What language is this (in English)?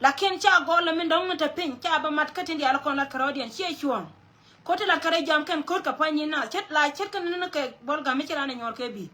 Nuer